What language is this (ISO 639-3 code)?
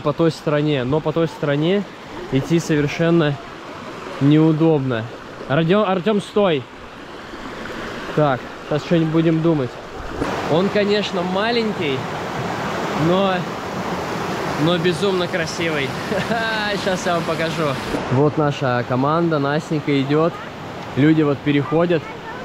rus